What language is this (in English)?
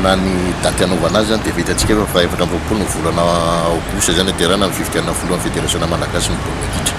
Malagasy